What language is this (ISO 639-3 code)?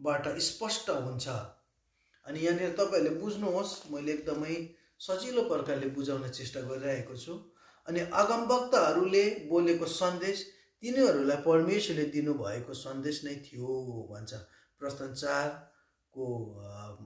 nep